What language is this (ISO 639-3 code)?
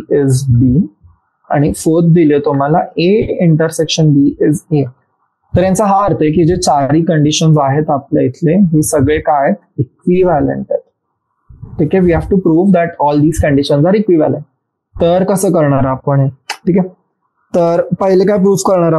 mar